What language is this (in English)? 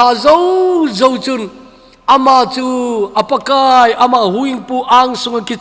Thado Chin